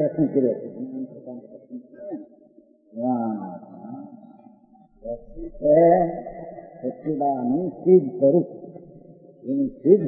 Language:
Gujarati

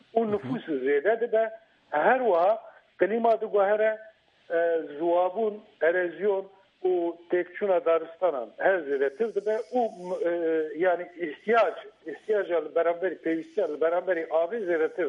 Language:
Kurdish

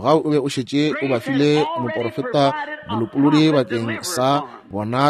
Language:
Northern Sotho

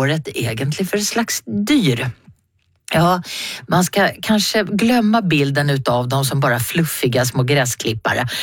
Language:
Swedish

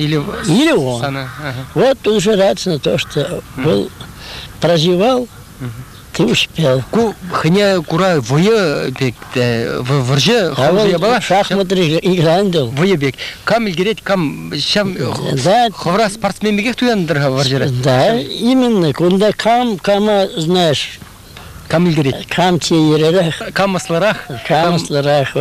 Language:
Chuvash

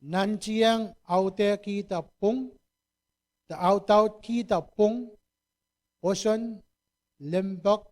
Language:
Pohnpeian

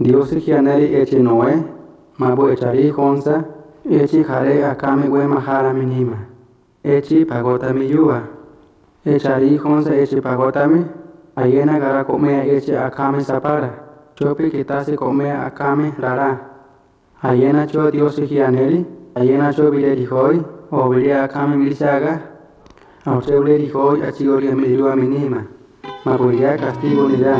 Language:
Central Tarahumara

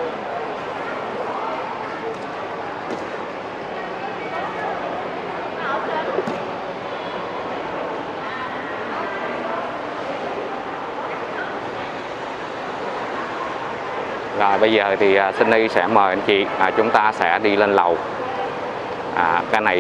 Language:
Vietnamese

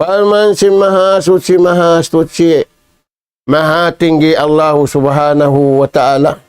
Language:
Tausug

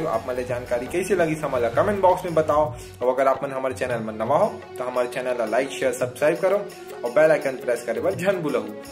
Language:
Chhattisgarhi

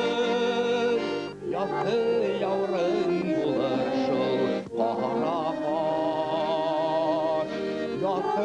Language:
Bashkir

